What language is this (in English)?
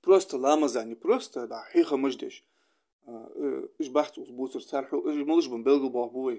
Ingush